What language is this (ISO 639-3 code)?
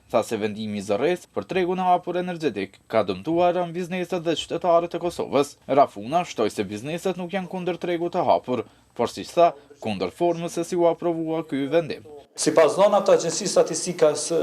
sqi